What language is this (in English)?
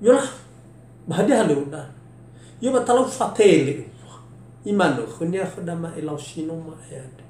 Nias